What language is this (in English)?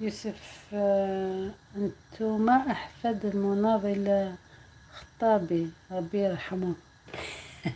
Algerian Arabic